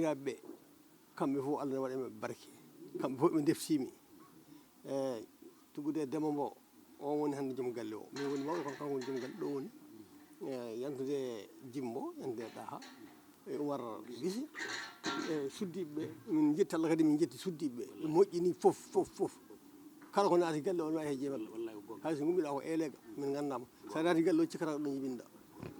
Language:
Fula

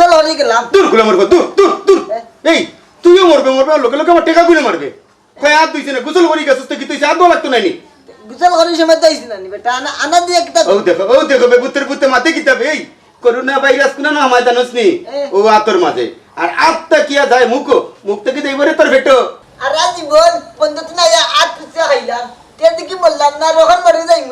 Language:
Sylheti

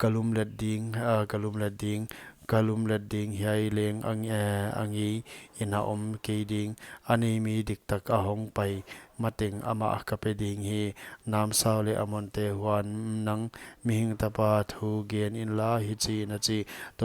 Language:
Paite Chin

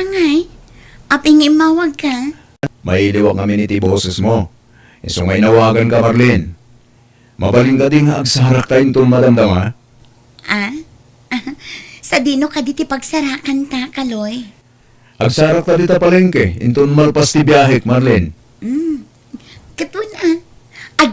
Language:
Iloko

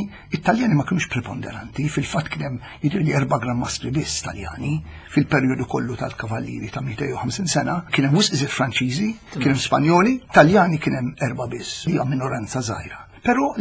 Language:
Maltese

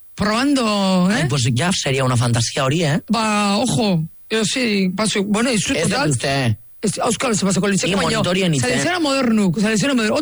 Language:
Basque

